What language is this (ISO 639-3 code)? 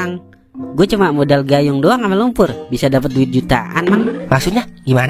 bew